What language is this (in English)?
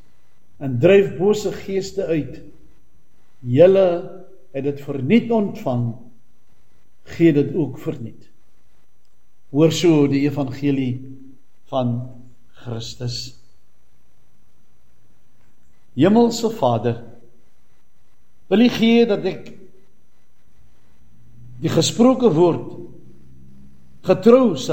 Afrikaans